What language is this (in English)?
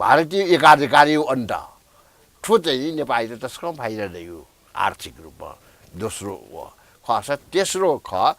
Newari